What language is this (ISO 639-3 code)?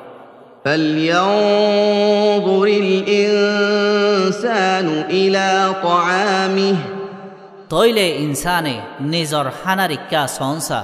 rhg